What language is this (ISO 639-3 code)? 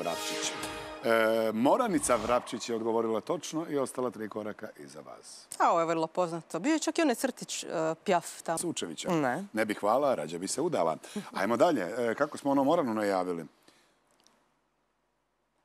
hrv